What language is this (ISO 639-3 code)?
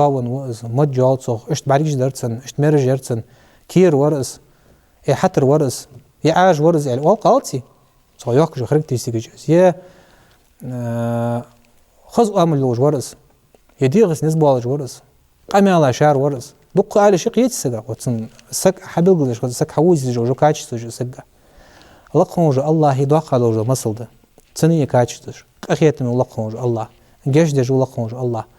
inh